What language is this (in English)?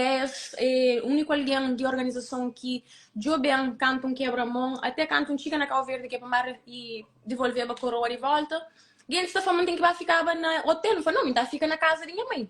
Kabuverdianu